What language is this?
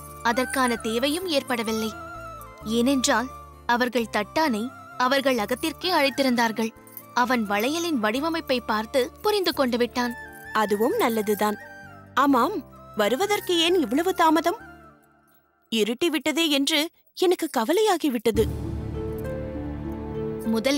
Tamil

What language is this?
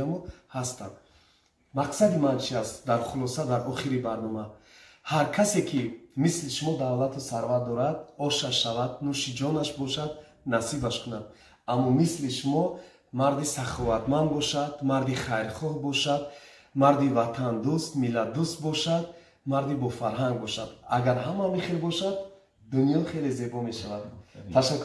Tajik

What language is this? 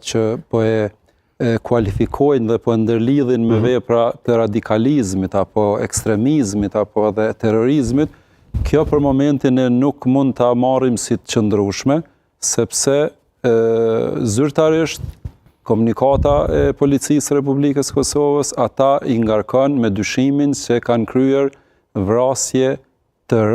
Albanian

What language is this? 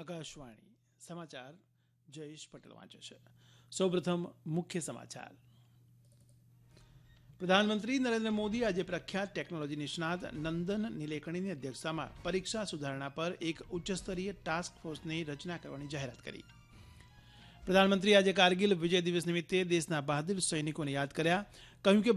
Gujarati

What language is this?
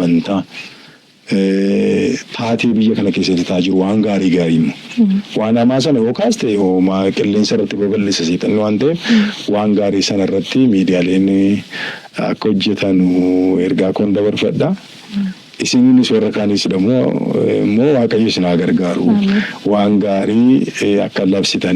Oromo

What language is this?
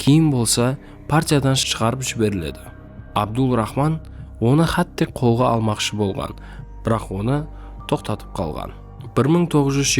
Kara-Kalpak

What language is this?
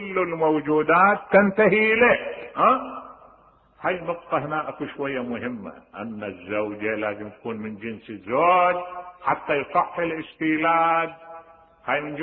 Mesopotamian Arabic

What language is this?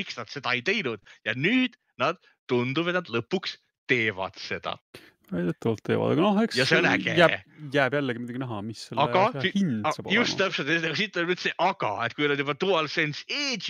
Estonian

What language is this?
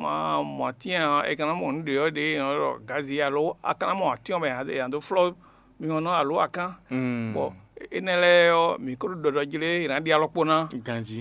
Fon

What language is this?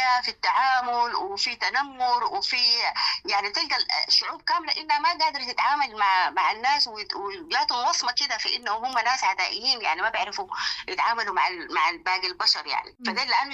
Sudanese Arabic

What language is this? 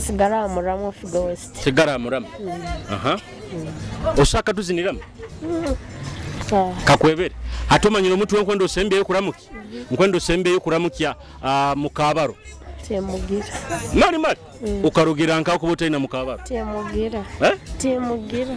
Nyoro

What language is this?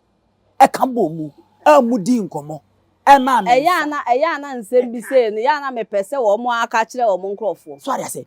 Akan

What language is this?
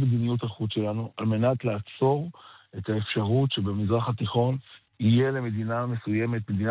Hebrew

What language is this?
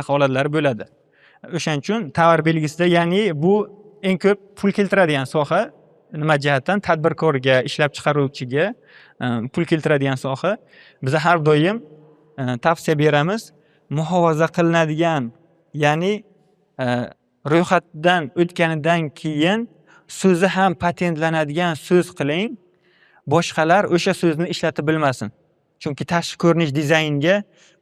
Uzbek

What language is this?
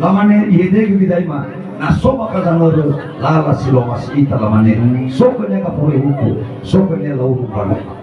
Nias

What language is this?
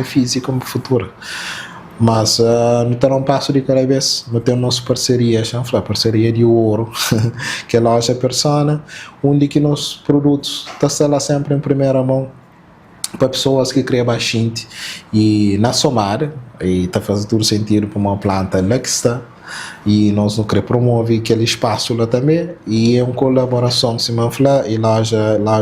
Kabuverdianu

